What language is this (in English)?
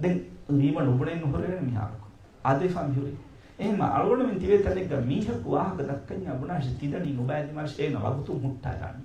Divehi